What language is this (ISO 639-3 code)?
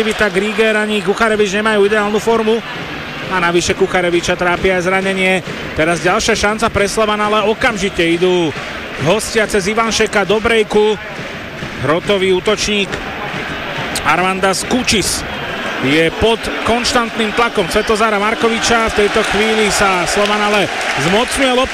slk